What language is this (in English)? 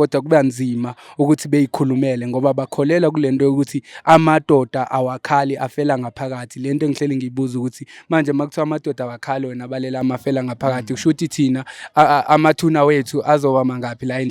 Zulu